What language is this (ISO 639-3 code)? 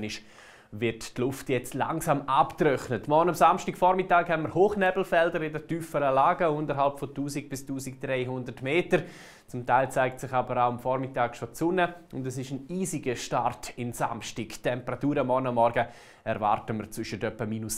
gsw